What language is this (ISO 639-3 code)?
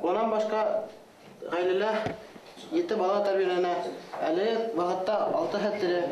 bak